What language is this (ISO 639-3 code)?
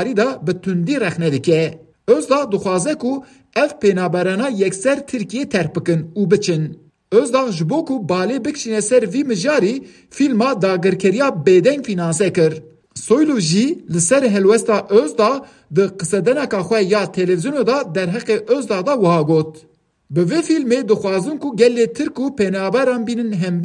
kur